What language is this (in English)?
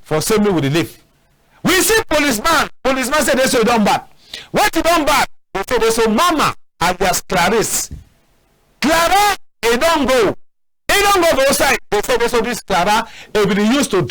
Cameroon Pidgin